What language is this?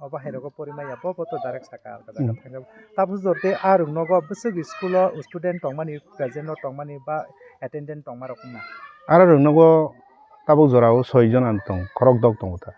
Kok Borok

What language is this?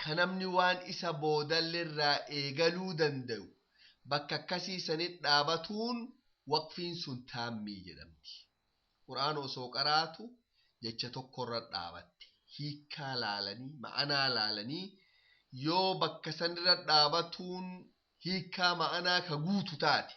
Oromo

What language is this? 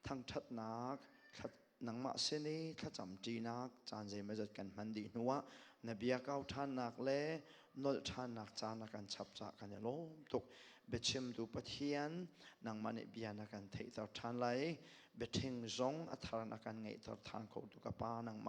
Hakha Chin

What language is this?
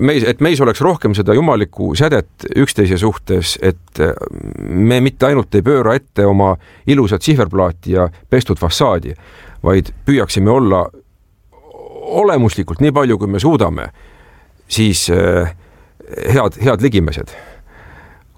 Estonian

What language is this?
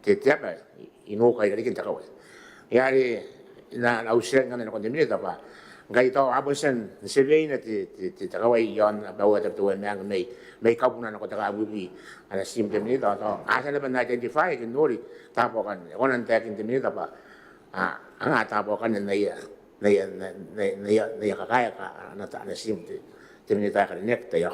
Gilbertese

